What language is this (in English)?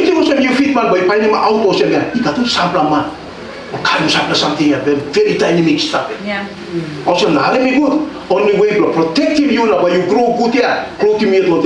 Tok Pisin